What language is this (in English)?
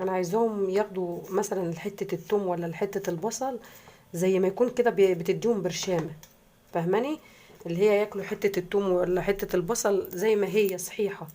Egyptian Arabic